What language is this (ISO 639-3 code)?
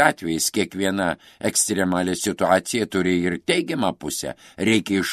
lit